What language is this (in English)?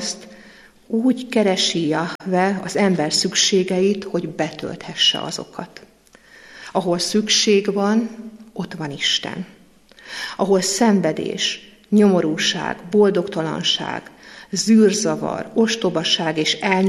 Hungarian